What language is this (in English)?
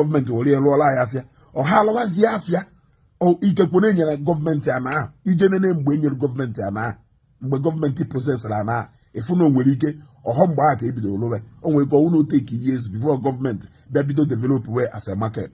Igbo